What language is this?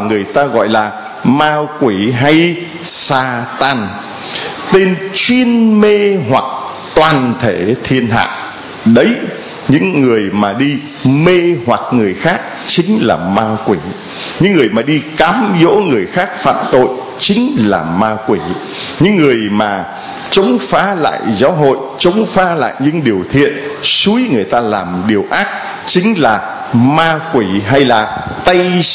Vietnamese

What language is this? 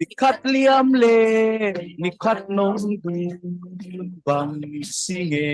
Falam Chin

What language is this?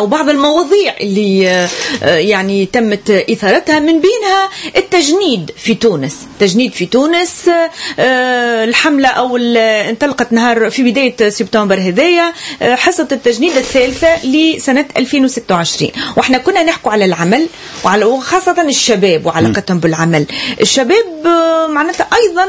Tunisian Arabic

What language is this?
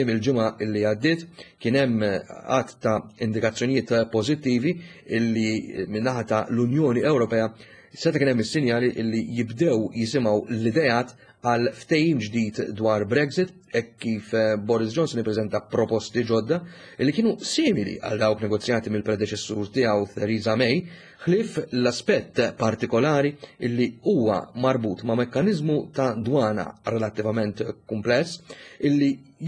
Maltese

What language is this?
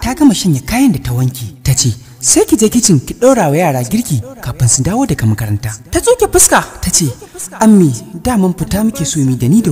Hausa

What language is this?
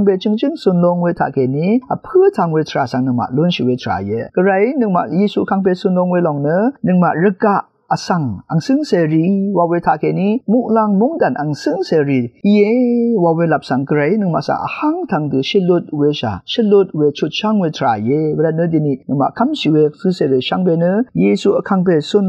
Rawang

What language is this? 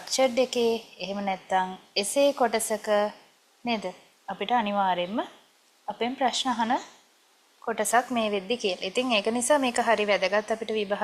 Sinhala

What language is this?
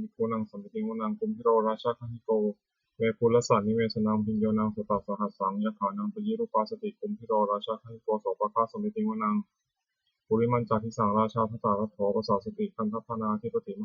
Pali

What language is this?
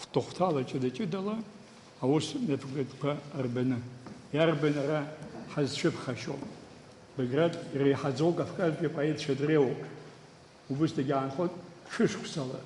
Abkhazian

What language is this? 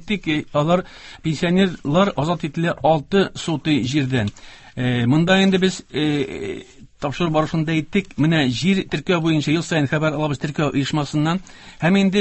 Tatar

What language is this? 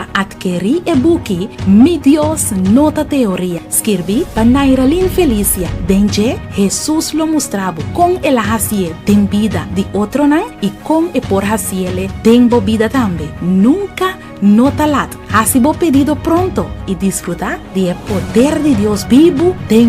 Papiamento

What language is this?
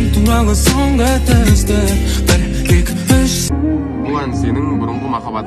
Kazakh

